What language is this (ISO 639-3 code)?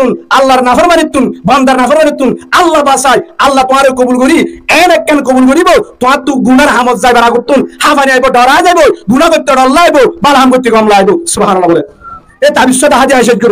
rhg